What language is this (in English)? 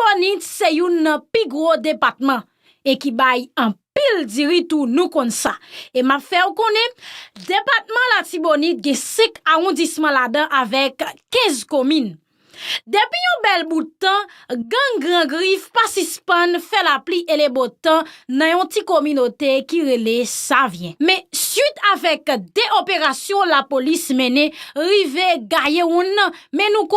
Haitian Creole